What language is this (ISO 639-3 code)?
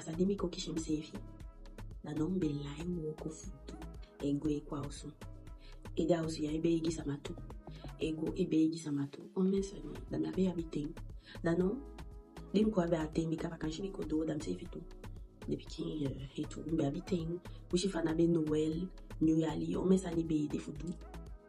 djk